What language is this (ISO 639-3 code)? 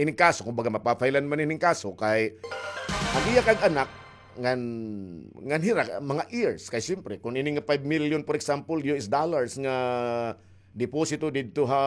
war